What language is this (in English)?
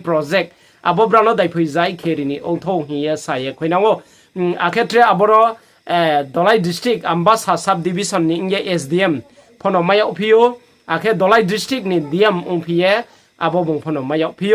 Riang (India)